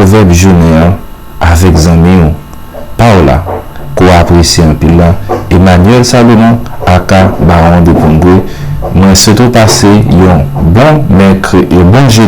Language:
Haitian Creole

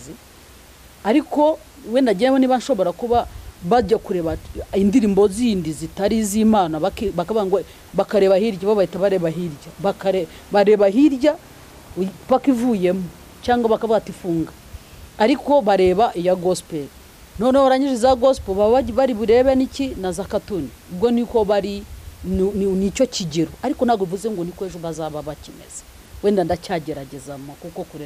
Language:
Kinyarwanda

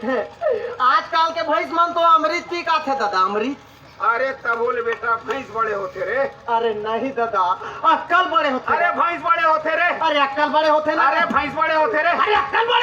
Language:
Chhattisgarhi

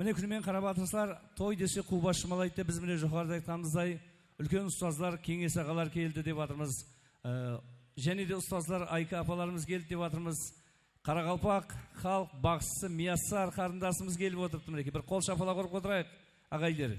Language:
Kara-Kalpak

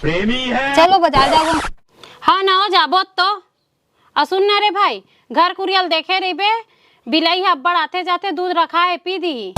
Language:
Chhattisgarhi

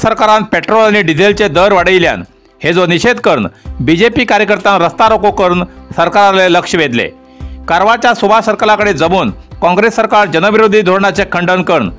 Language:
Konkani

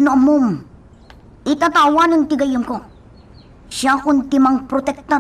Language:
Iloko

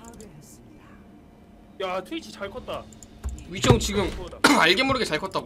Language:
Korean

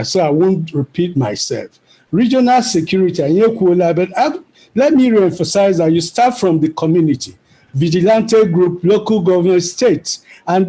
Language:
Igbo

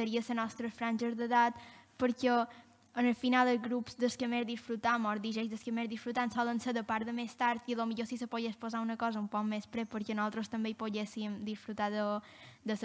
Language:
Catalan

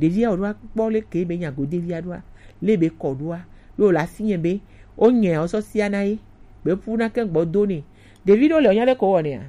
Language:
Gen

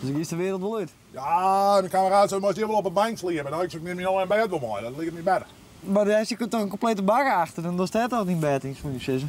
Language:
Western Frisian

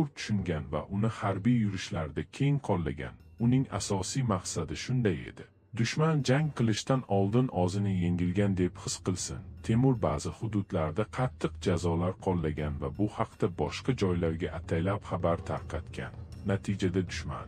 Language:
Uzbek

